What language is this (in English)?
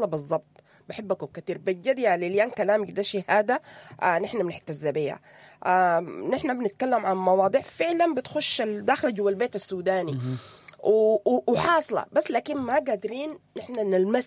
Sudanese Arabic